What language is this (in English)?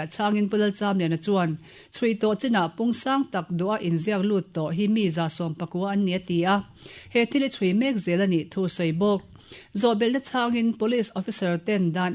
Mizo